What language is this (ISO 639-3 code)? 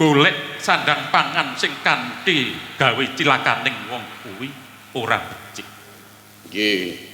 jav